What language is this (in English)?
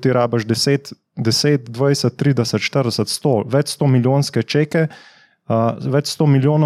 Slovenian